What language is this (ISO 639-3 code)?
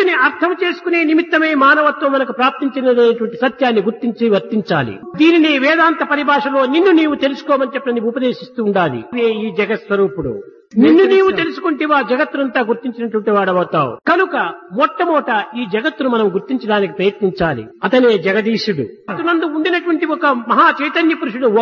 tel